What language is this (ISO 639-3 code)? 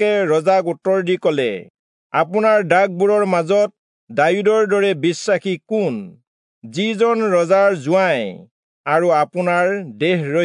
asm